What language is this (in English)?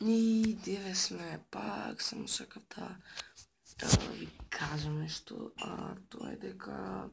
Macedonian